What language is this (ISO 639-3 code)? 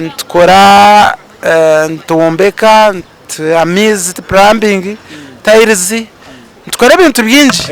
nyn